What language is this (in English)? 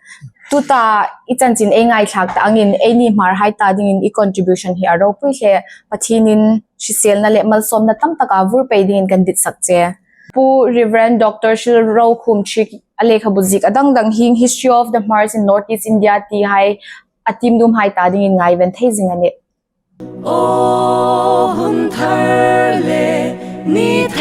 Hmar